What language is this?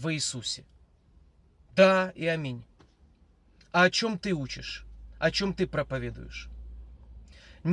Russian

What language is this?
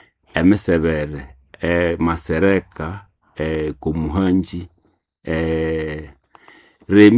Nande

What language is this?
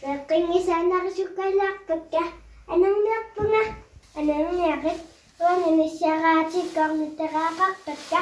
Kalaallisut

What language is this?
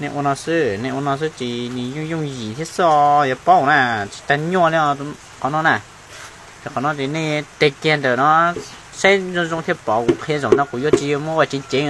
Hmong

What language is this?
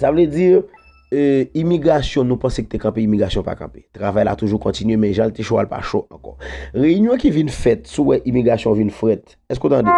Haitian Creole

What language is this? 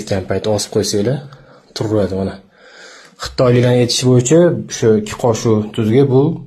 Uzbek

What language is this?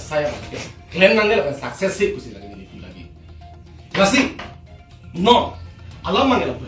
Karbi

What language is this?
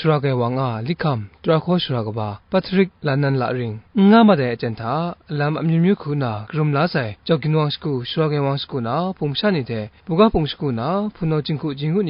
Kachin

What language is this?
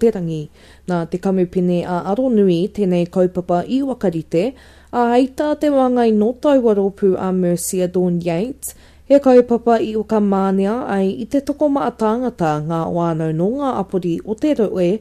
Māori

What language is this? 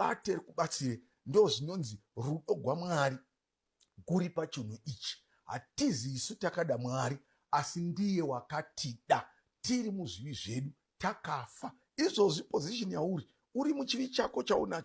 Shona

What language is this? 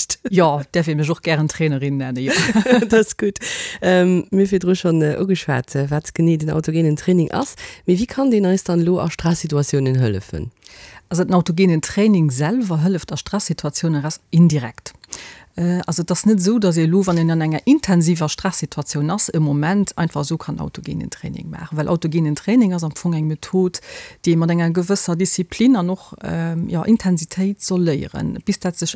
Luxembourgish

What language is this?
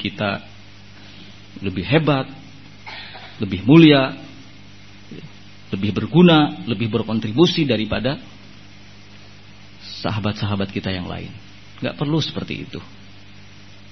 Indonesian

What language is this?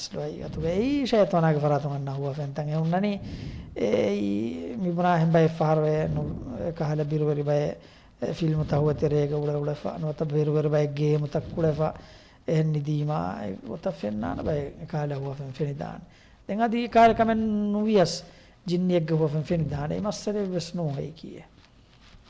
Divehi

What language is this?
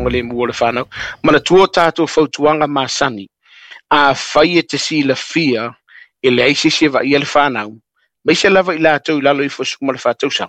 Samoan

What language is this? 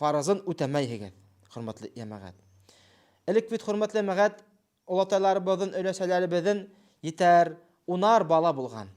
Bashkir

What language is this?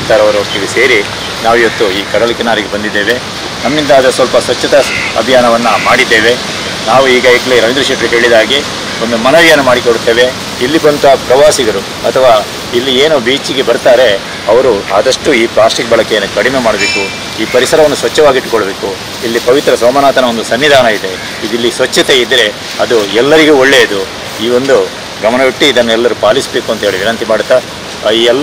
Kannada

